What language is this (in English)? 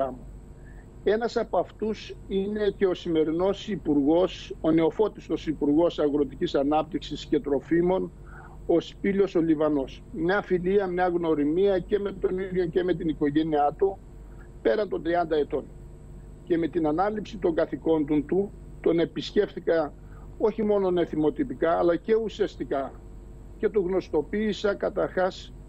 Greek